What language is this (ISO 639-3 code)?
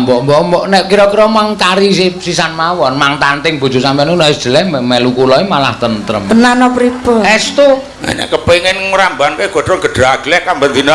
jav